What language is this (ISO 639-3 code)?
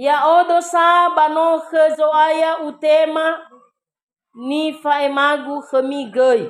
nia